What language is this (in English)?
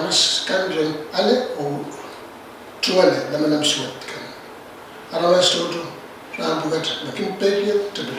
Pohnpeian